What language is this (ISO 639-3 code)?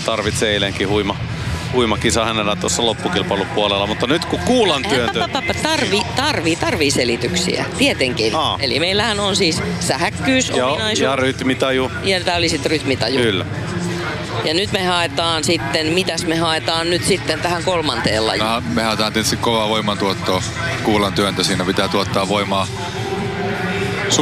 fin